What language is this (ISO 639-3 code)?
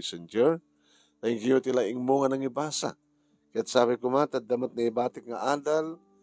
ilo